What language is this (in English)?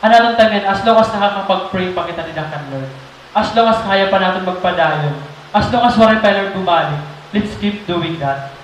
Waray